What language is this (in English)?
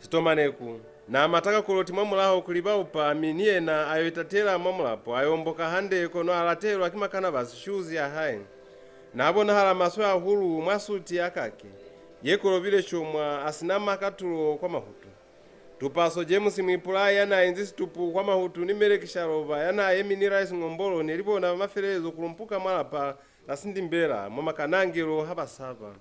Lozi